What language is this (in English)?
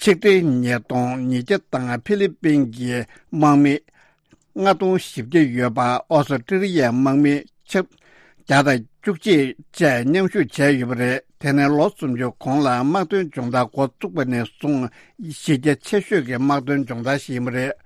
Tibetan